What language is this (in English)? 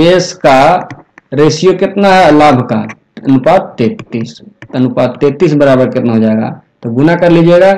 Hindi